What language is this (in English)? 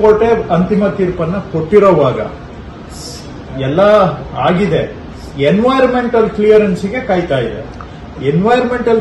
Kannada